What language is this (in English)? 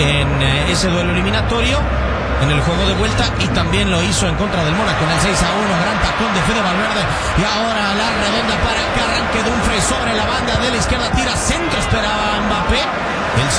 Spanish